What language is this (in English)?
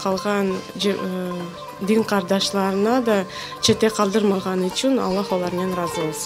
Crimean Tatar